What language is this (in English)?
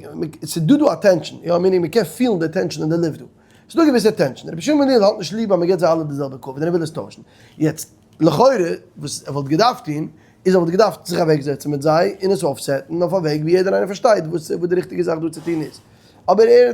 Yiddish